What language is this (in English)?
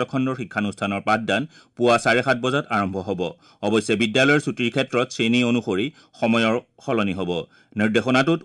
Assamese